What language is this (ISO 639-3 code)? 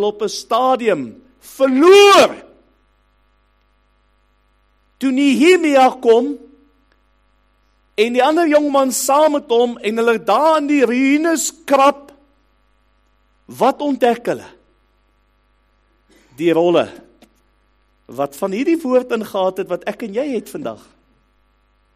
afr